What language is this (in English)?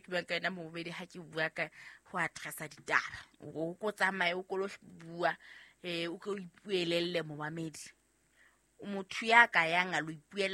Southern Sotho